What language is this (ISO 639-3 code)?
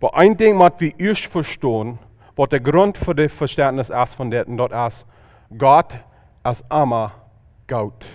pdt